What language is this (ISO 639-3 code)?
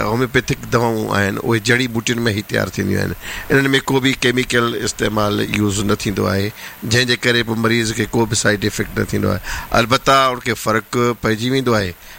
snd